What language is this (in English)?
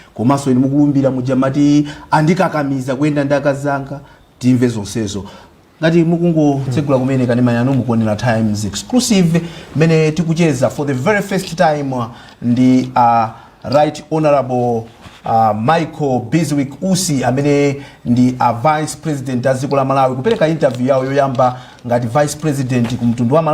Nyanja